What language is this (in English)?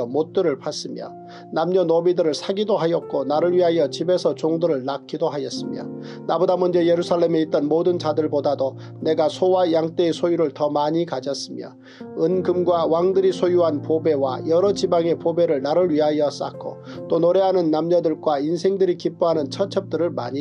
Korean